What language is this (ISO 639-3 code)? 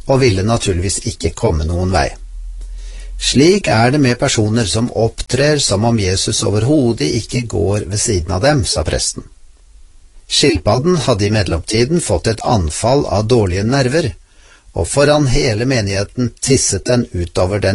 nor